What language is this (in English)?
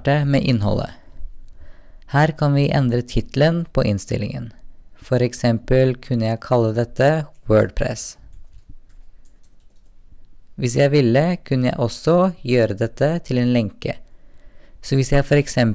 Norwegian